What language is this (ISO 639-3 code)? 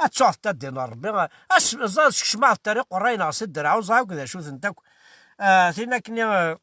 kab